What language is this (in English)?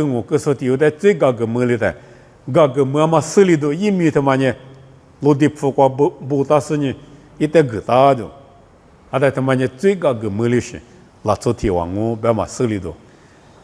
Lisu